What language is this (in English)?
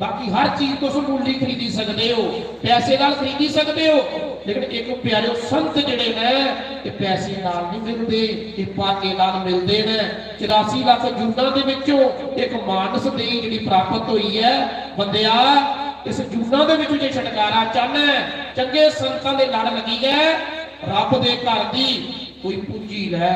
Dogri